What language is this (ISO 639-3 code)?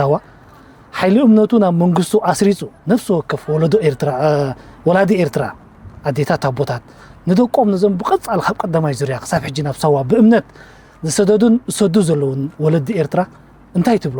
tir